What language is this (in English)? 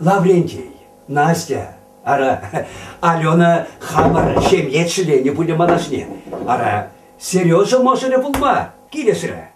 Chuvash